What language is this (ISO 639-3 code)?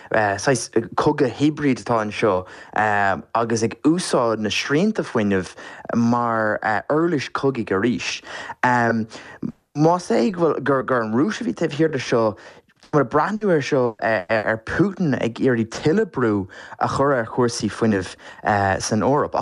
gle